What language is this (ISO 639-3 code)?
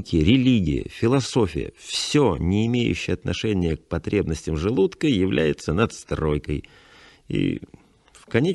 rus